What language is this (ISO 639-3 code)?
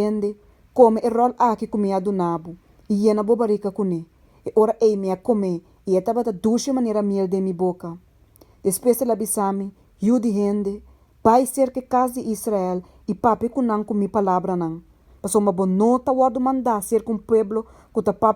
pap